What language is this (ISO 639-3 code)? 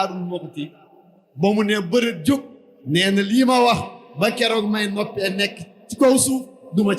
wol